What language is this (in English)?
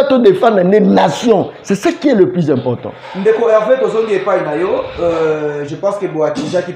Lingala